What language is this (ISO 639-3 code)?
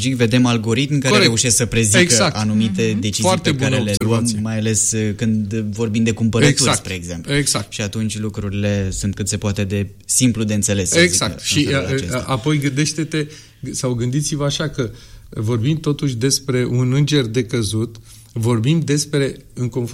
ron